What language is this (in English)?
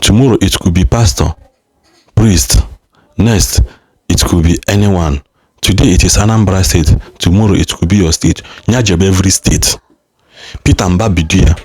Igbo